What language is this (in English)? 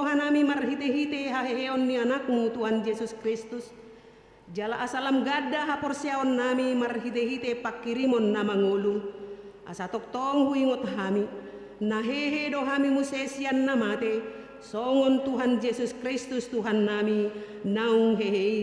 Batak Toba